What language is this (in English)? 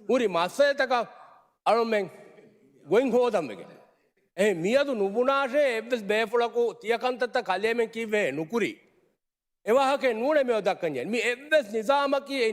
Divehi